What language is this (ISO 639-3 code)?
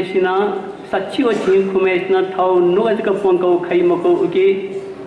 new